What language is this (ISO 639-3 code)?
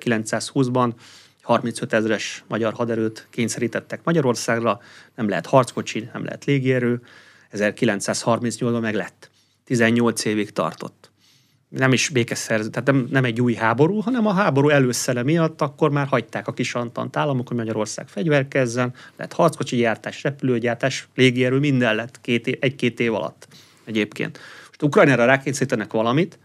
hun